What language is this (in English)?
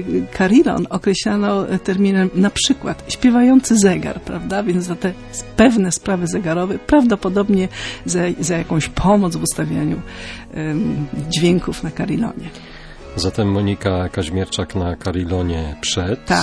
Polish